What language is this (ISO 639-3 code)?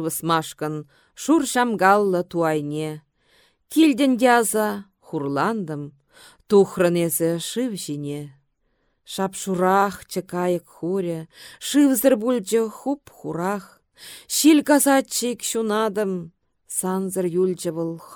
chv